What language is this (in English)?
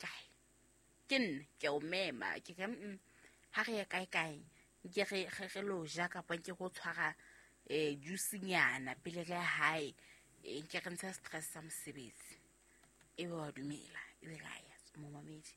Southern Sotho